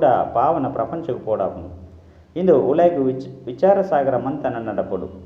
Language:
Tulu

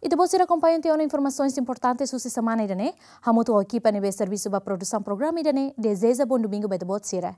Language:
Tetum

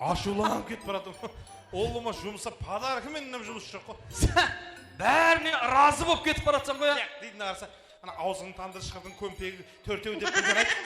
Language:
Kara-Kalpak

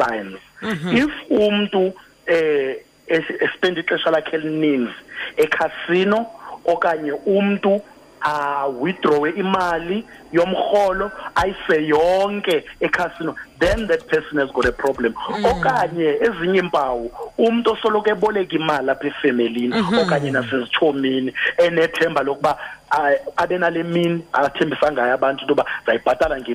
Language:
Xhosa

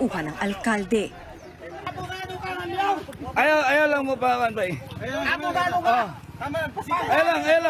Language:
Filipino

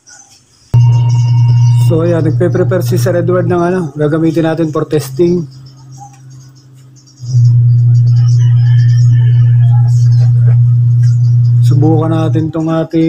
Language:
Filipino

